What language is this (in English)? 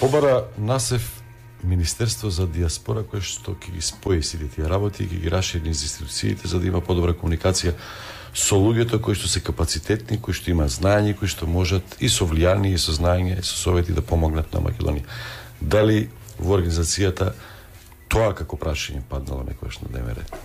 Macedonian